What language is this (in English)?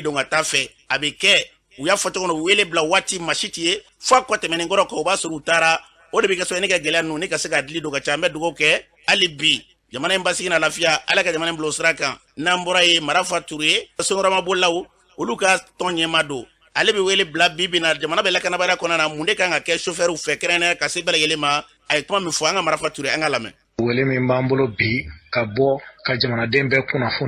Bambara